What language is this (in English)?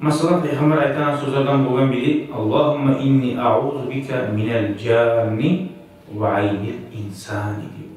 Kumyk